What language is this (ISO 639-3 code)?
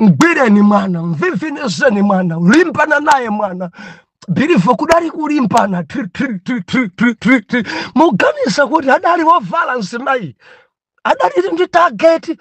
nya